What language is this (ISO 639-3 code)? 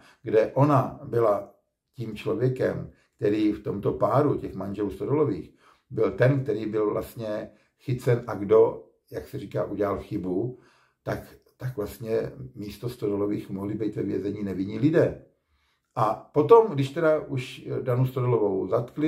ces